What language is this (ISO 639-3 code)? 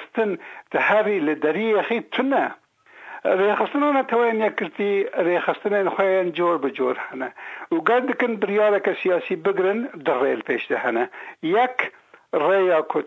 kur